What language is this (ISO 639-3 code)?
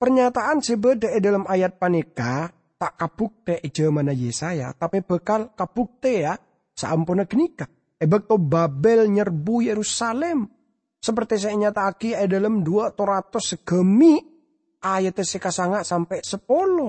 mad